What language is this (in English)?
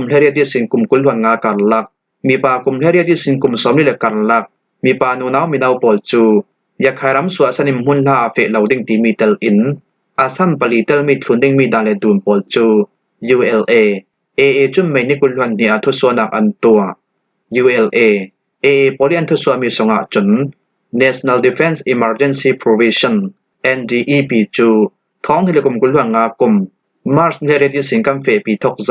Falam Chin